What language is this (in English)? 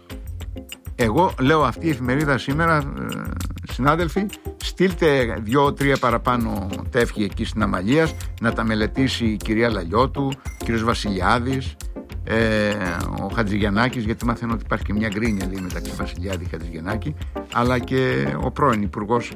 Greek